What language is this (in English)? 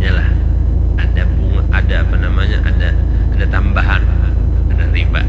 Banjar